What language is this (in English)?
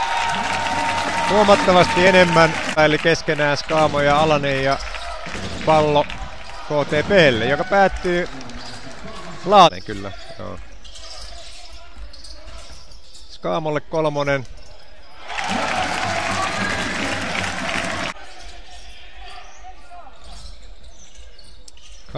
Finnish